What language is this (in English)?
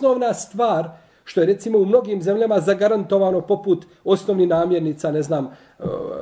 Bosnian